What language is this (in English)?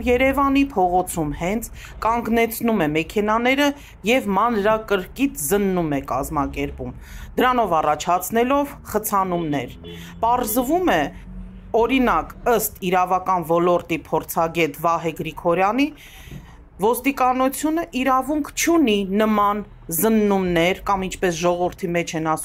Armenian